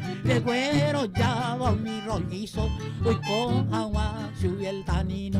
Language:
Guarani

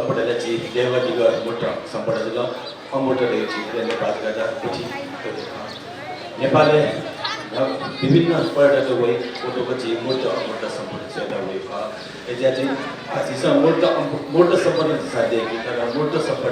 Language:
Newari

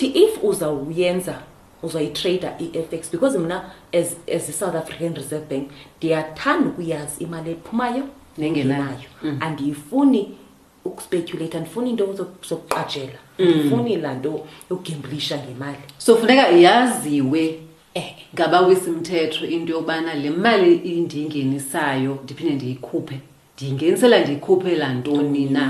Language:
Xhosa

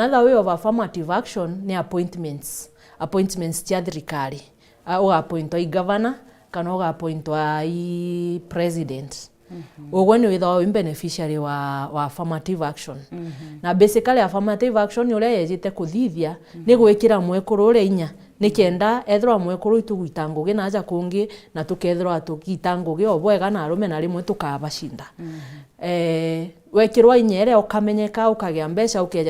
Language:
Meru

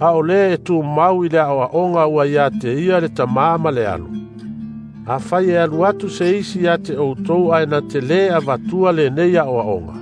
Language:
Samoan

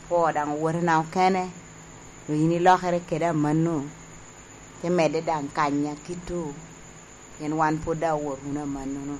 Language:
Lango (Uganda)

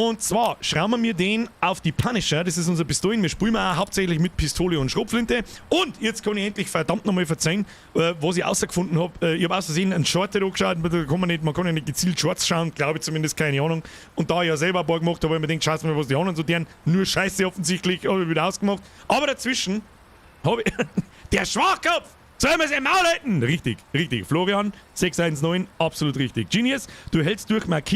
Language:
Bavarian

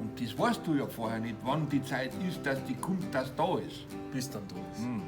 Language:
Bavarian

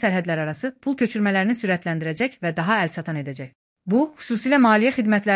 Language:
Azerbaijani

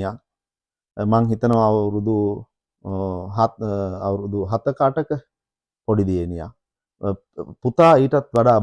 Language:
Sinhala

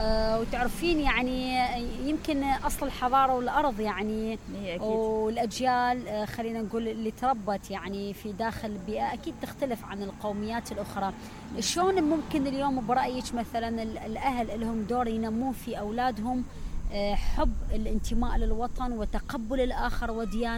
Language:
Mesopotamian Arabic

